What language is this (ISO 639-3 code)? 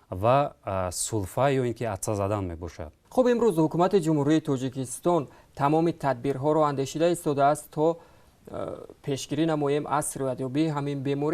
tgk